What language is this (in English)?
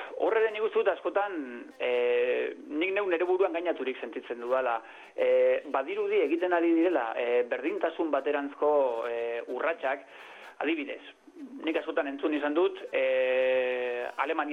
Basque